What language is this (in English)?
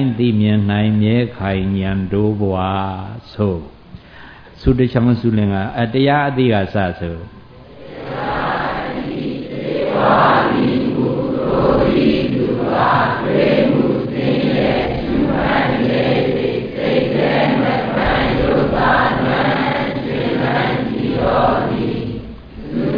Burmese